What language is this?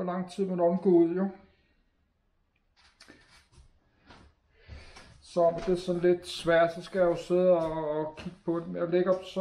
Danish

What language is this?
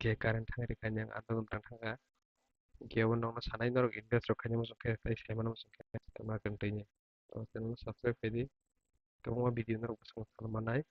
Kok Borok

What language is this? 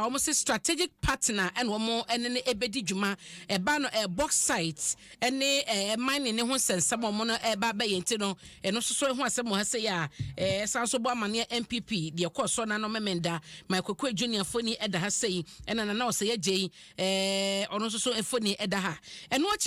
Akan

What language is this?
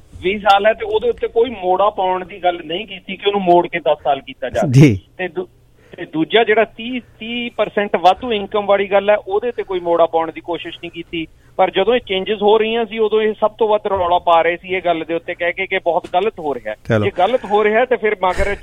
Punjabi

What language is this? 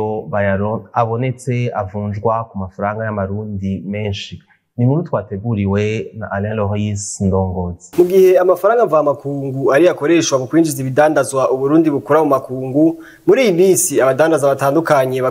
Rundi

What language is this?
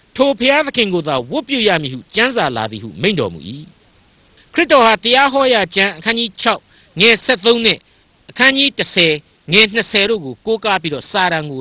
Burmese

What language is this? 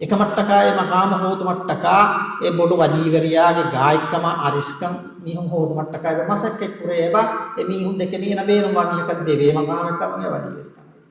Divehi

